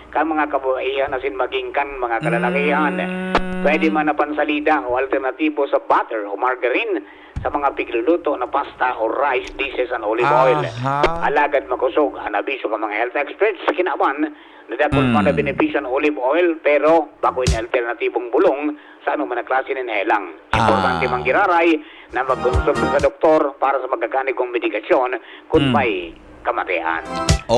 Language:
Bikol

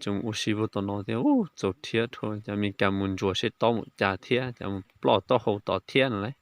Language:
Hmong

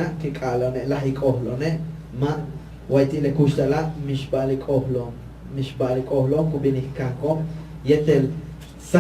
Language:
Yucateco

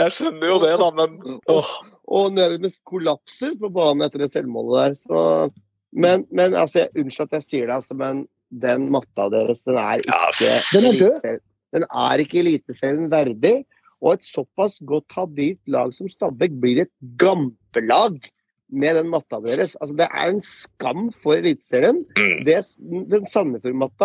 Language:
Norwegian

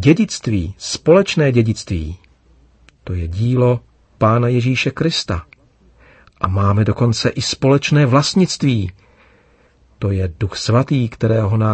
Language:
Czech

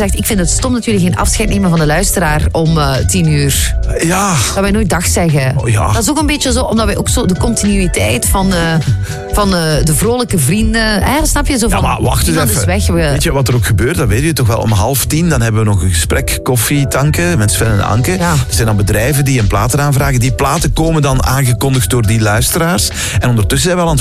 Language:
Dutch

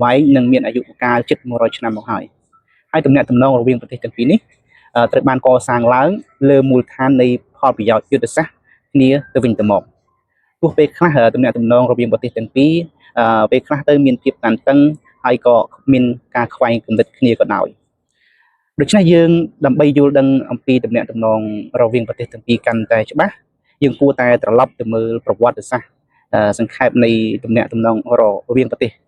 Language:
Khmer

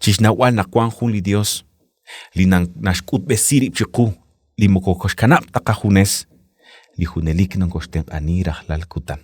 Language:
Kekchí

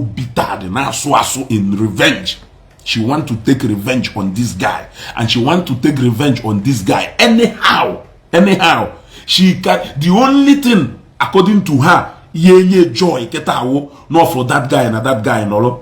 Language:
Igbo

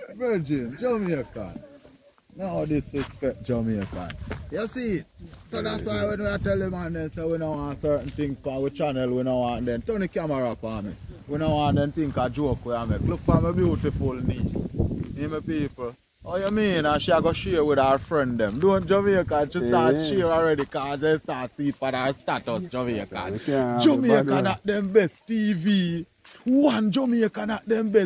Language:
Jamaican Creole English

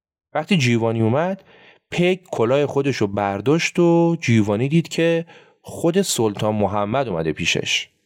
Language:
Persian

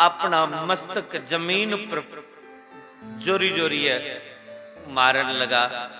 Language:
Dogri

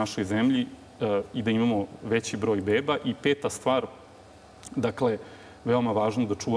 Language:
Serbian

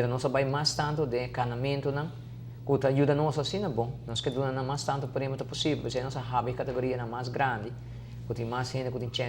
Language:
Papiamento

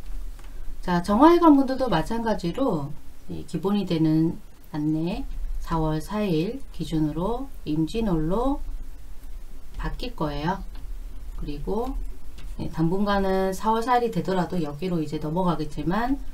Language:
Korean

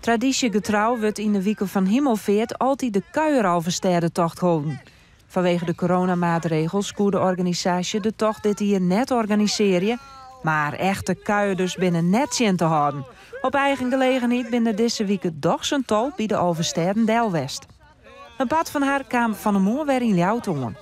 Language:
Western Frisian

